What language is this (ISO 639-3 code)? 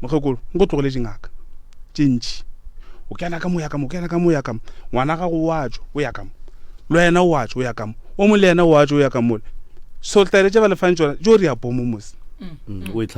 nso